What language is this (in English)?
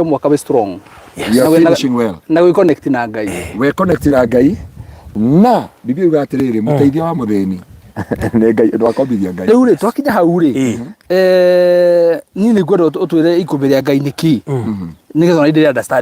Kikuyu